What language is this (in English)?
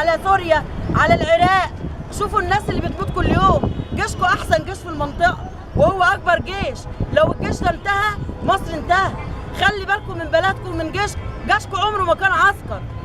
Egyptian Arabic